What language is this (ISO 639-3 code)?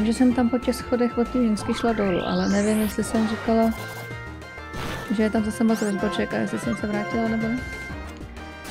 ces